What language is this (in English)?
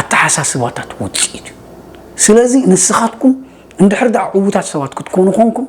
Tigrinya